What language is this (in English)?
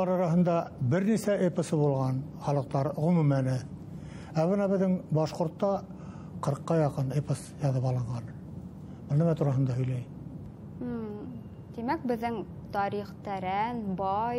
Bashkir